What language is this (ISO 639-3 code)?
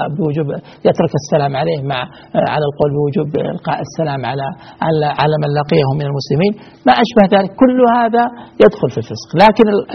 ara